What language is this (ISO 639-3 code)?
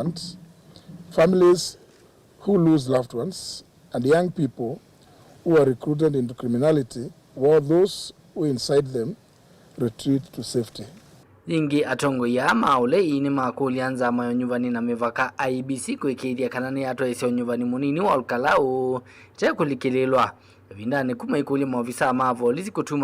kam